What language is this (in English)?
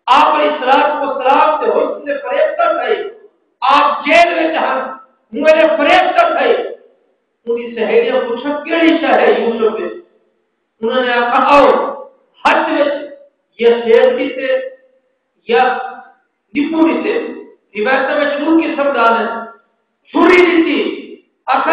Saraiki